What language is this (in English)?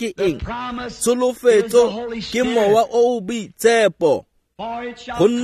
Tswana